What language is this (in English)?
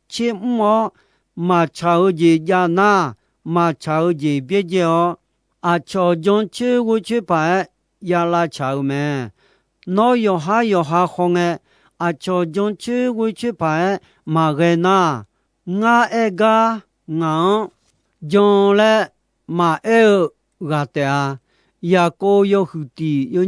Akha